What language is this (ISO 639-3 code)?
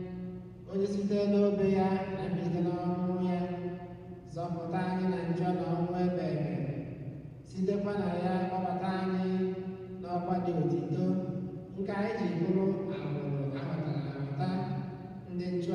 ibo